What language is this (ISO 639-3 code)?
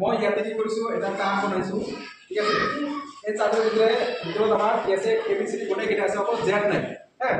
asm